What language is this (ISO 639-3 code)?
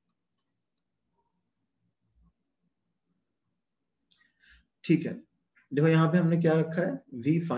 hin